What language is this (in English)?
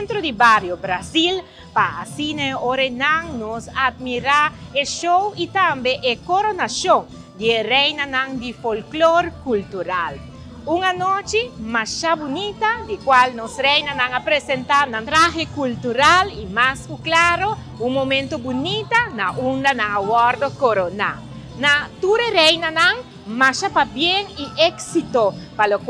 Papiamento